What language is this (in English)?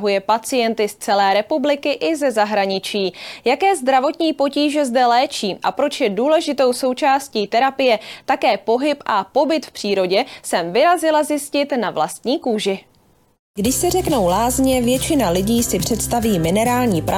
Czech